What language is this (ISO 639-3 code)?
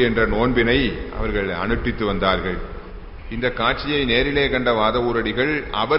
tam